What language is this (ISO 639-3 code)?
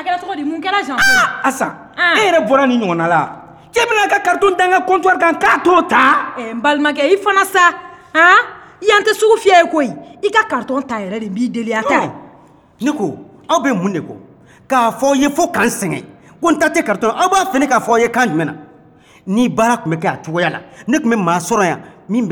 bam